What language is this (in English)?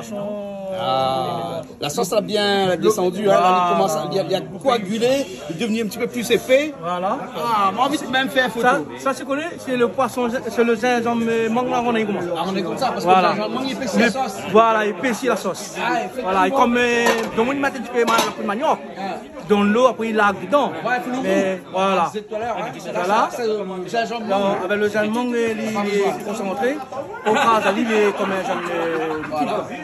Réunion Creole French